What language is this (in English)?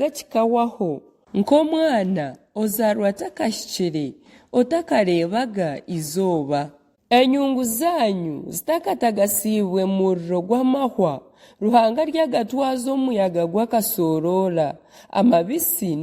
Nyankole